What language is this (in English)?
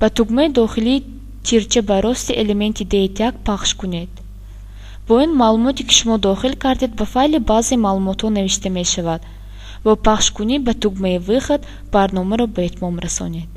Tajik